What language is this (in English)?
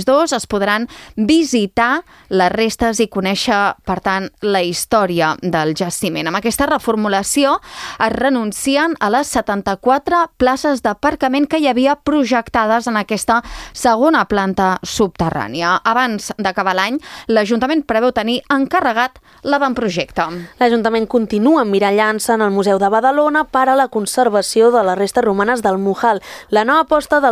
Catalan